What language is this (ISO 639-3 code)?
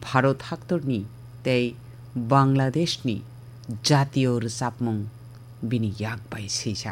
trp